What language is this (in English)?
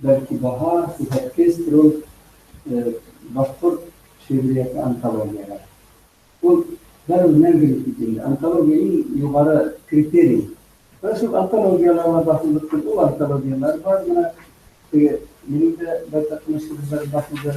Bashkir